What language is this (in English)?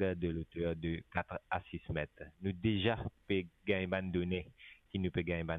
Morisyen